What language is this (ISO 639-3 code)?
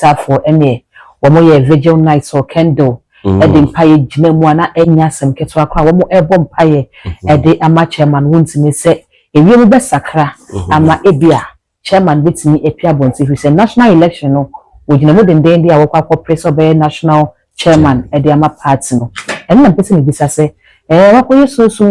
aka